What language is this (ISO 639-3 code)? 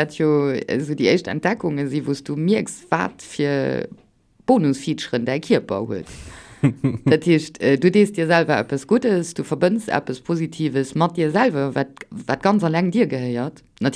ltz